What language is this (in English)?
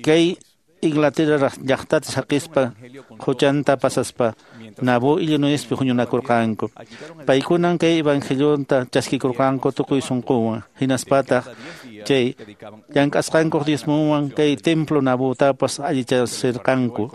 Quechua